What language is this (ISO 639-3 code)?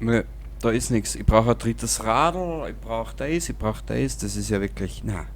bar